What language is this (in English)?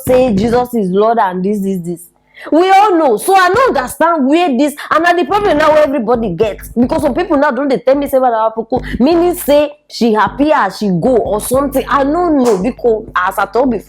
Nigerian Pidgin